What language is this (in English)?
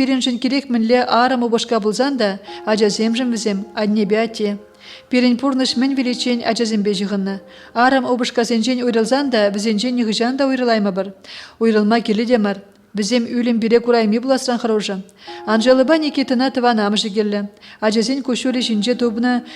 Chuvash